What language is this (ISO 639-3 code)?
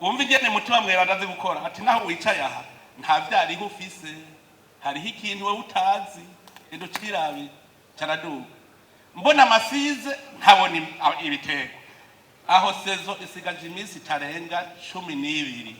run